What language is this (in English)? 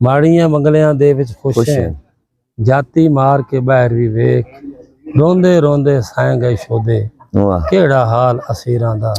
Saraiki